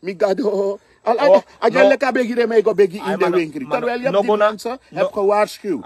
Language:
Sranan Tongo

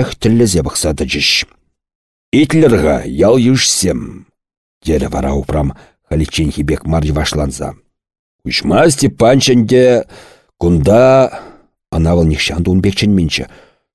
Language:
Chuvash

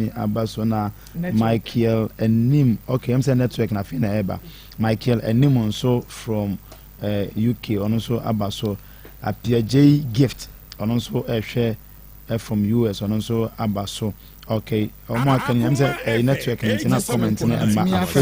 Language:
Akan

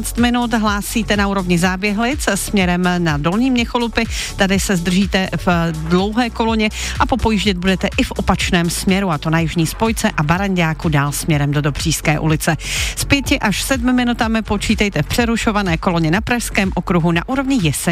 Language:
Czech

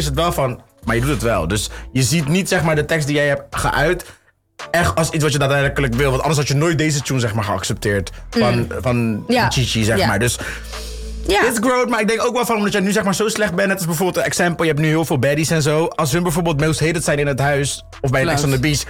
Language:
Dutch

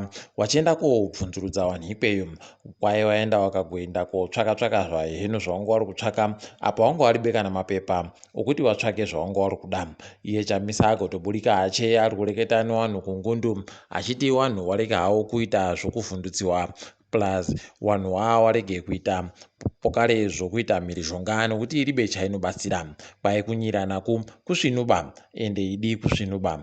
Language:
Ndau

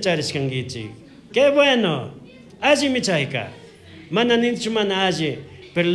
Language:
Chimborazo Highland Quichua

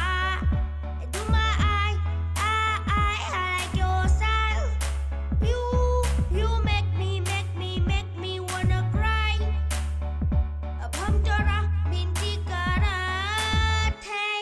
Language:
Bhojpuri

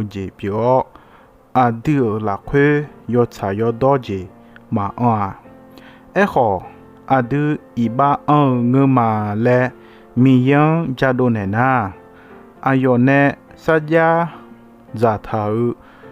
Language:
Akha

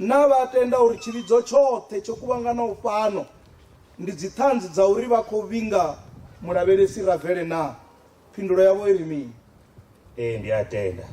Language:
Venda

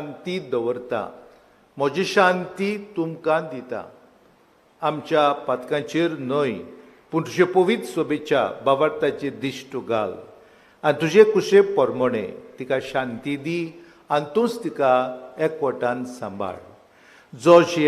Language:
Konkani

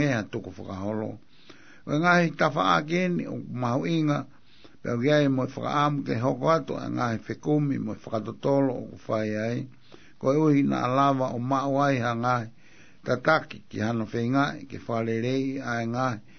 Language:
Tongan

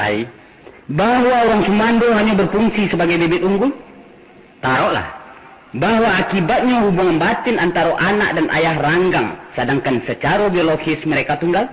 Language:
Minangkabau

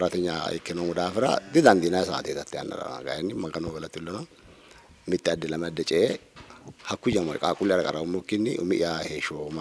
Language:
Sidamo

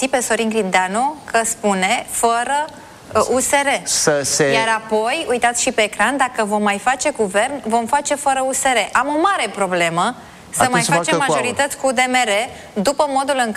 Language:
Romanian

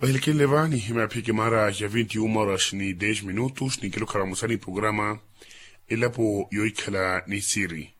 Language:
Makhuwa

